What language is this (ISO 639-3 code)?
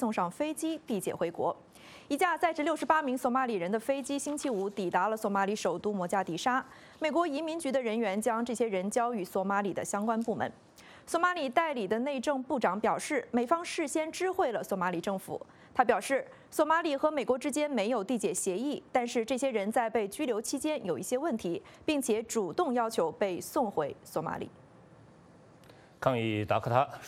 zho